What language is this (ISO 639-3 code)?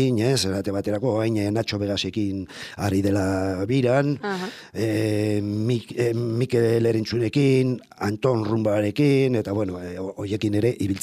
eus